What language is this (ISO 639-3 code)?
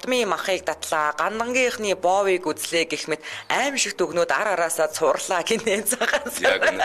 mon